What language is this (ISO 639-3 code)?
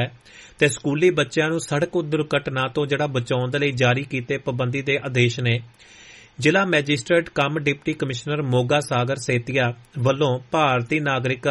pan